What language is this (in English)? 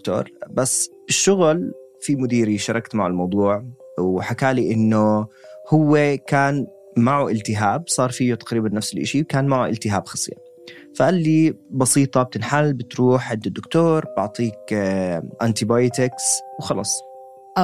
North Levantine Arabic